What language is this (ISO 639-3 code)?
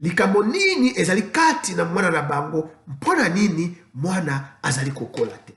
lin